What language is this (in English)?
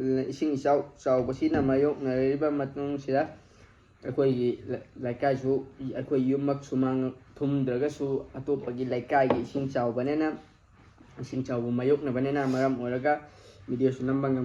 Manipuri